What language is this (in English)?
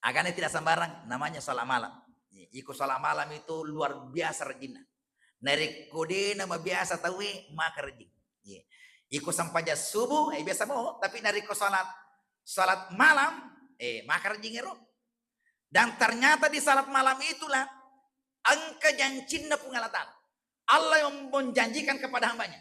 Buginese